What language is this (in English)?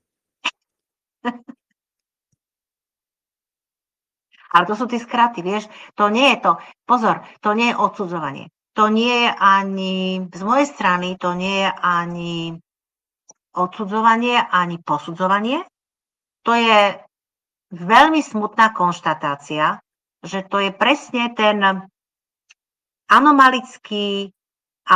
Slovak